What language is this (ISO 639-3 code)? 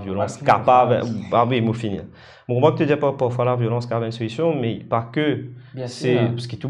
mfe